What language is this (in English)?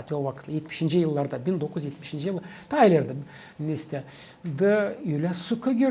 Gagauz